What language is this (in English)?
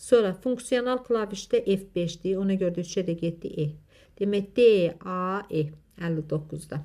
Azerbaijani